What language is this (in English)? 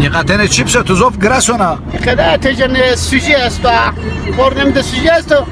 Zaza